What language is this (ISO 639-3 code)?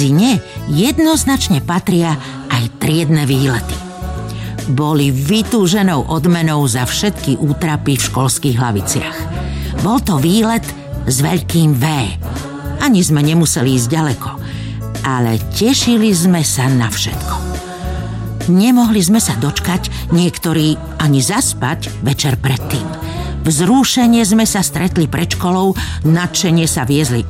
slk